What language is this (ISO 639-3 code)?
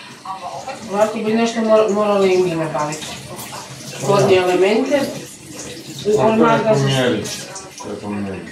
hrv